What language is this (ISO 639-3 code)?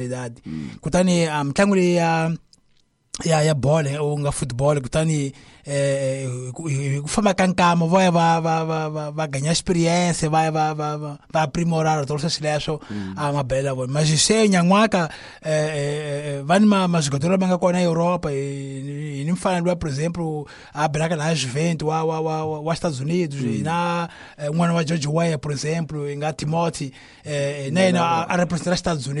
tso